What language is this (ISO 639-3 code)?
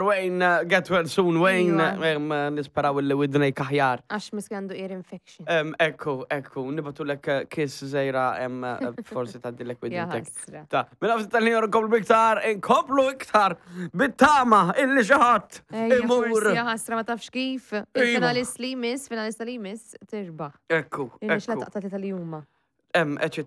mlt